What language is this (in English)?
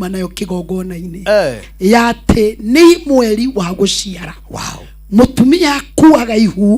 Kikuyu